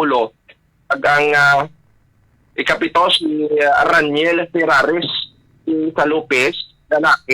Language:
Hiligaynon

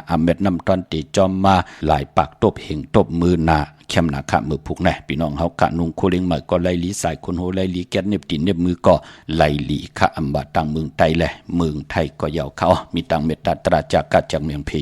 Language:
Shan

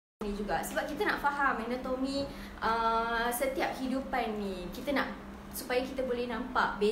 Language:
Malay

